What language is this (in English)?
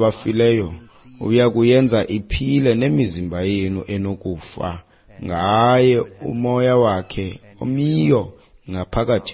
Xhosa